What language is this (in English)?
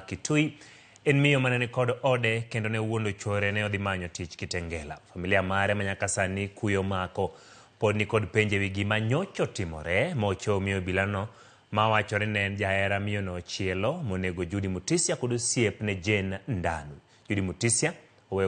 Luo (Kenya and Tanzania)